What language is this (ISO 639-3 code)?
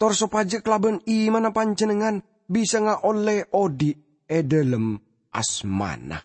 mad